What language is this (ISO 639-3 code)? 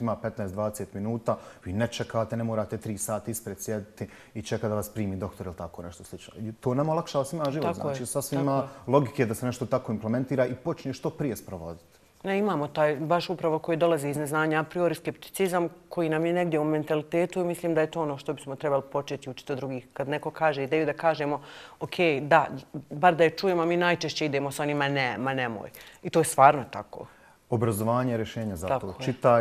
bos